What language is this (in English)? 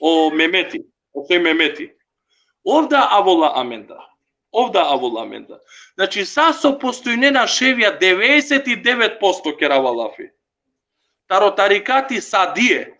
Balkan Romani